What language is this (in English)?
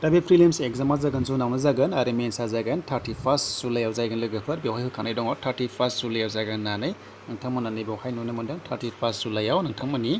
Bodo